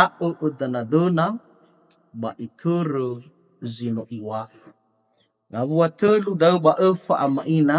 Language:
Nias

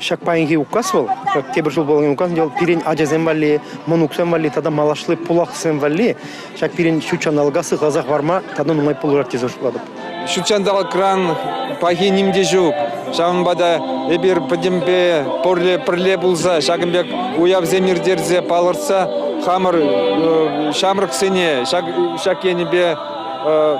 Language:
Chuvash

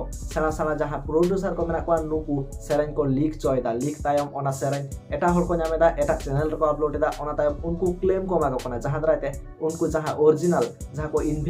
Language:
Santali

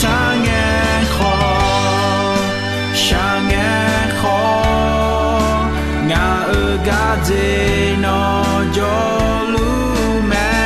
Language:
Akha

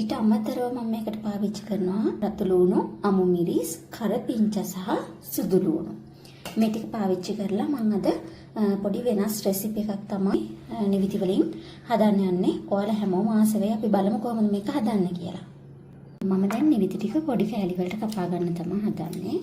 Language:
Sinhala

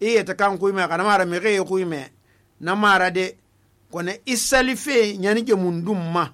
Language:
Susu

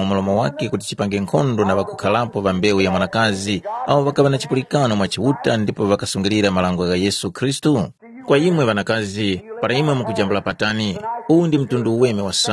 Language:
Tumbuka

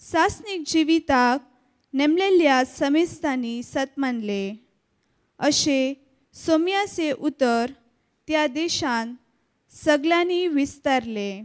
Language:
Konkani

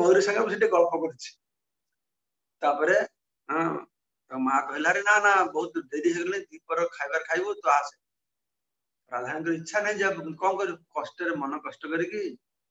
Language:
Odia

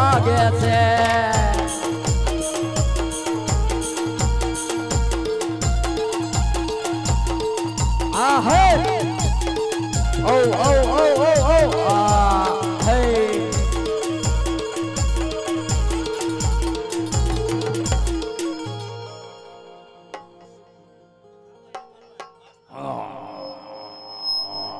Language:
Gujarati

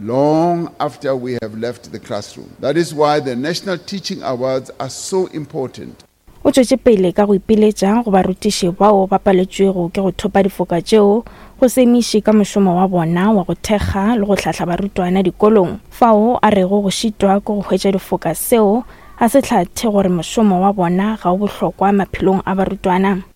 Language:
Northern Sotho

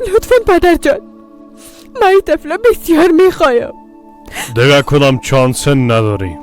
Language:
Persian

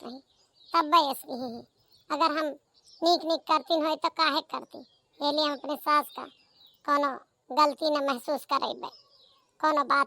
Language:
Awadhi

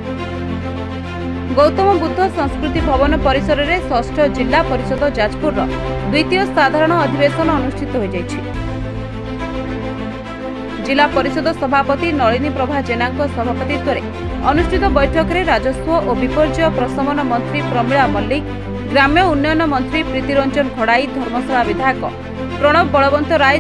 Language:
Odia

